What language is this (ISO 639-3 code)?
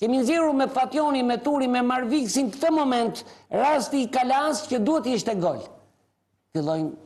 sqi